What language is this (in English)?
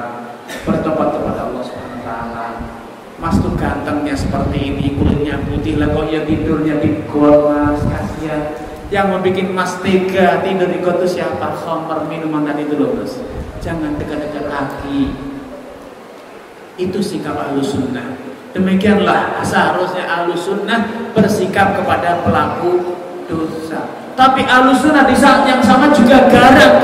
Indonesian